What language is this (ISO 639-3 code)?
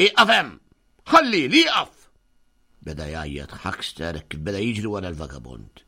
mlt